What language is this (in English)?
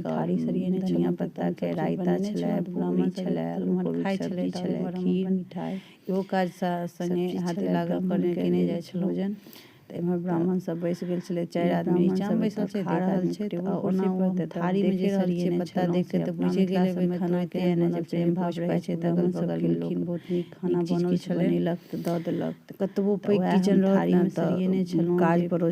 Maithili